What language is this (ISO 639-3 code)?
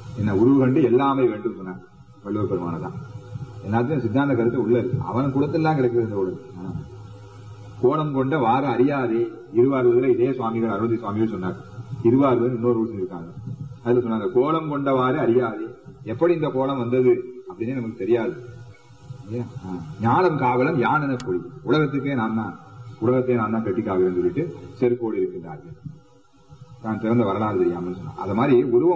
tam